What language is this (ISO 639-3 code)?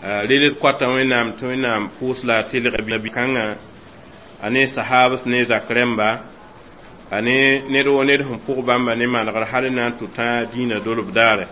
mos